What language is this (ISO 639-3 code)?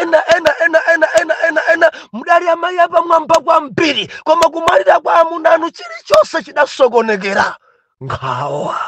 nya